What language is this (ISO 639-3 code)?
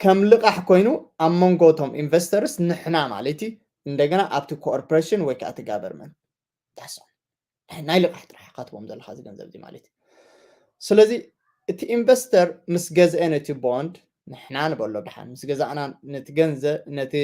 tir